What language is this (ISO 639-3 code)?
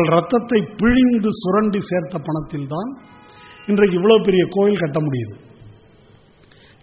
tam